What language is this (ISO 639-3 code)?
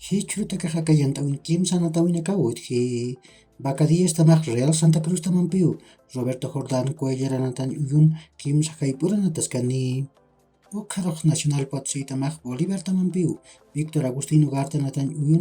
aym